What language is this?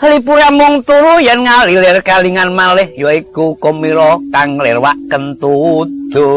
Javanese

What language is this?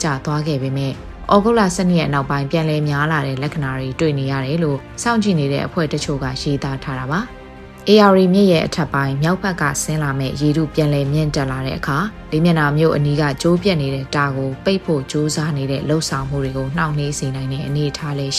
Burmese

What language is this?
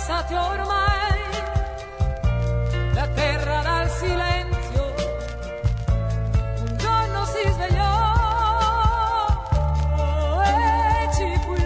Italian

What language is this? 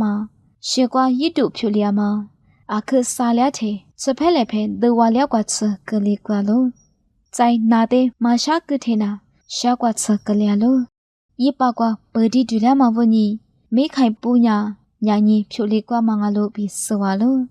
Lisu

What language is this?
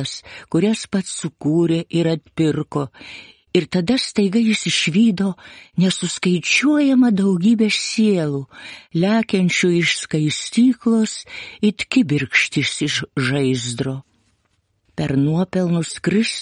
Lithuanian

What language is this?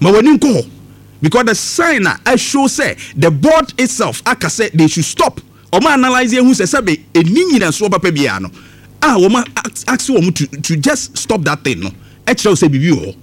Akan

